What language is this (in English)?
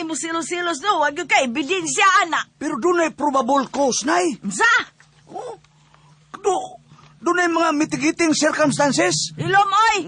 Cebuano